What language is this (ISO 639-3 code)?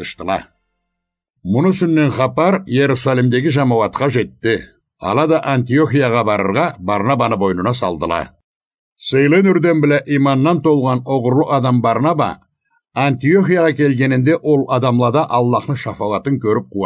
krc